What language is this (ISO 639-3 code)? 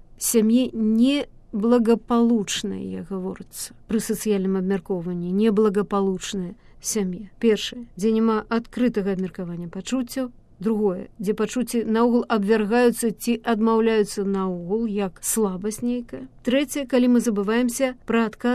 bel